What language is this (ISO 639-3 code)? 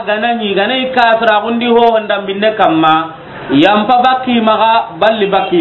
snk